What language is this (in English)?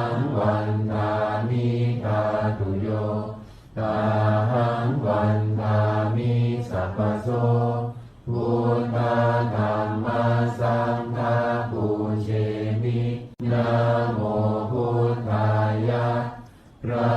Pali